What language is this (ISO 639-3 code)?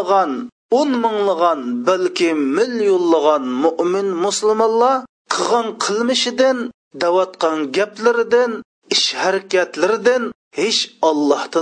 uig